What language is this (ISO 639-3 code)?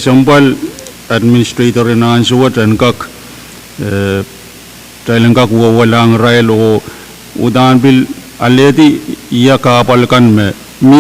pon